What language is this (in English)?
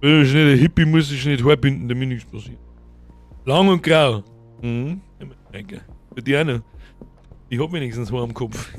Bavarian